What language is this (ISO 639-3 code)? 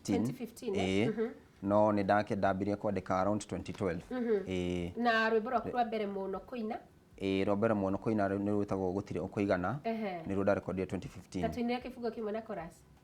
kik